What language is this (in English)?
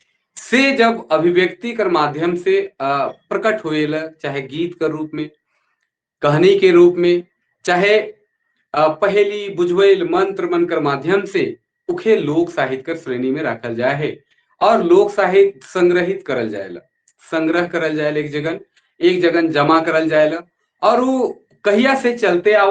Sadri